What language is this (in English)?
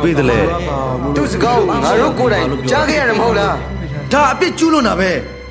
Burmese